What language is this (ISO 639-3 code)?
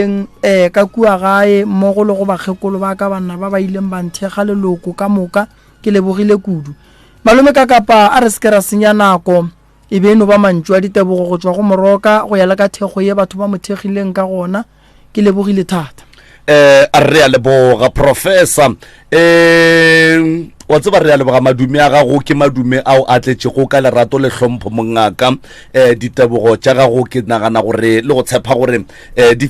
nso